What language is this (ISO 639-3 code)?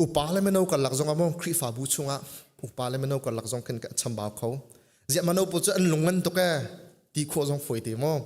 cnh